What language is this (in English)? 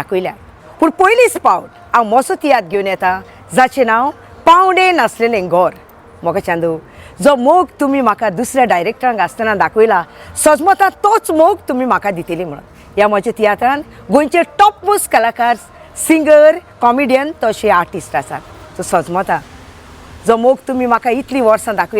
Konkani